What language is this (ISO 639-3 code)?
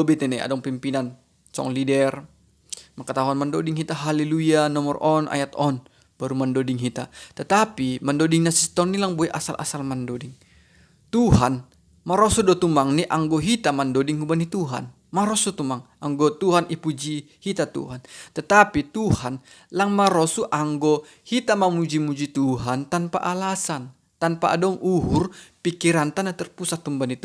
bts